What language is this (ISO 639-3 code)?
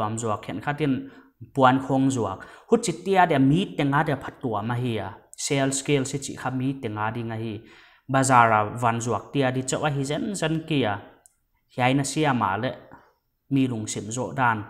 pck